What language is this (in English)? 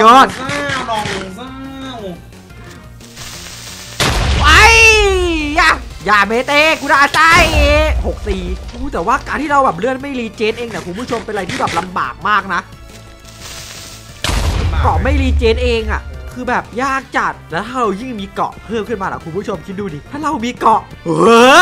Thai